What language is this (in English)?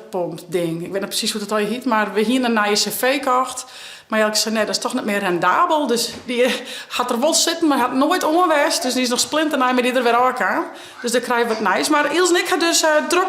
Western Frisian